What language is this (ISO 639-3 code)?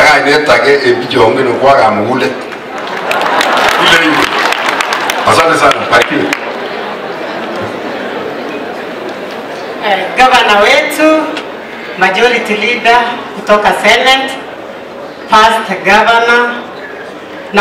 swa